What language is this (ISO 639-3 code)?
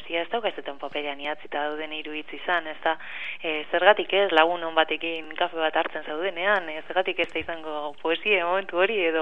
eus